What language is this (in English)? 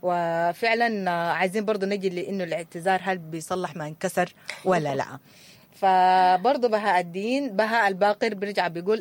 Sudanese Arabic